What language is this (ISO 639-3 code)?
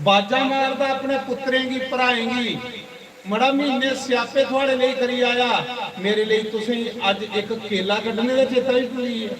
doi